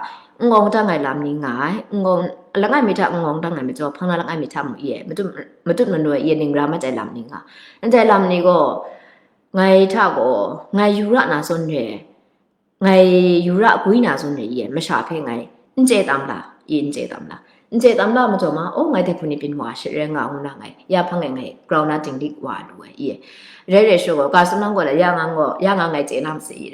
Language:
Kachin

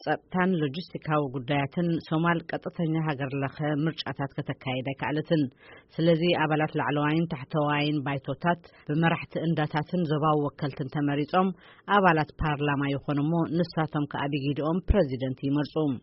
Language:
Tigrinya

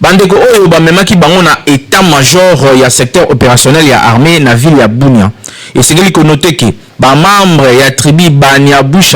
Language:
Lingala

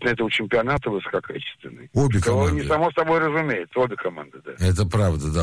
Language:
Russian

